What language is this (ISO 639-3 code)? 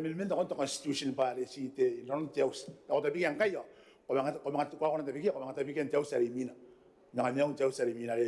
gil